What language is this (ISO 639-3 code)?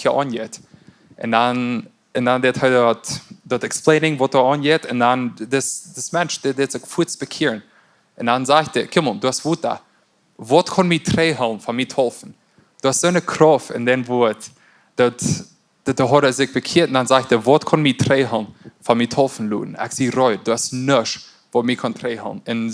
pdt